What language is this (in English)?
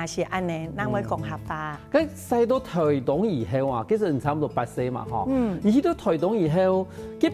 Hakka Chinese